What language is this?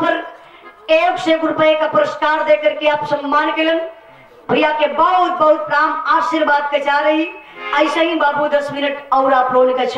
Bhojpuri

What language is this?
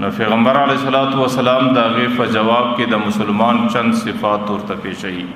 Pashto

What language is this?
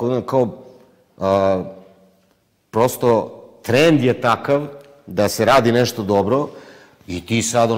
Serbian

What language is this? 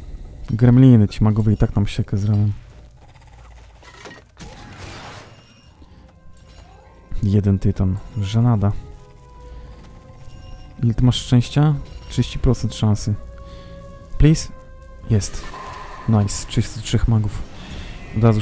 Polish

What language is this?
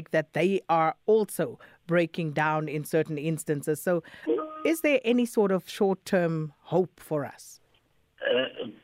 English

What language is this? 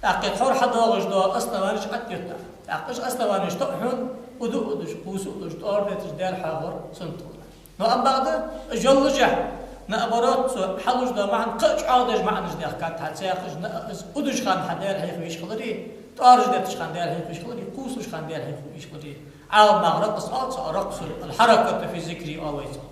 Ingush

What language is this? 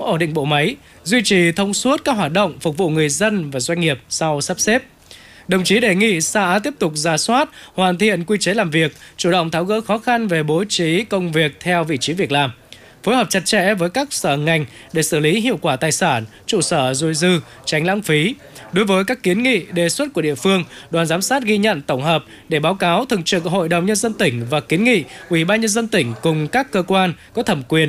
Vietnamese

